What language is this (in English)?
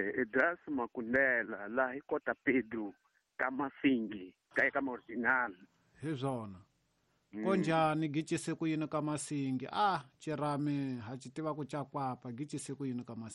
Tsonga